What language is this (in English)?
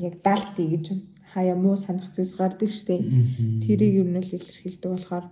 Mongolian